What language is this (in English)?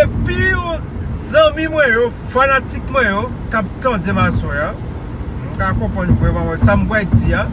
Haitian Creole